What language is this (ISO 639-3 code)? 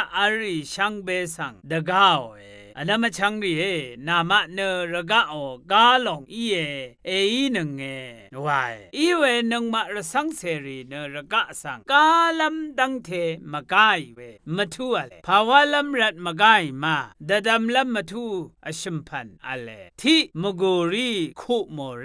raw